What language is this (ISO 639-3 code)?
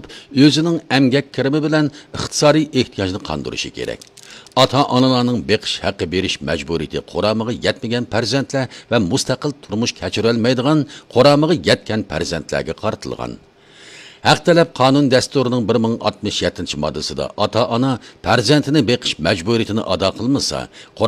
uig